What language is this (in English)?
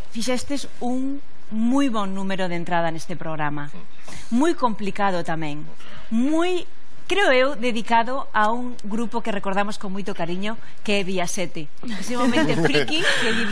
Galician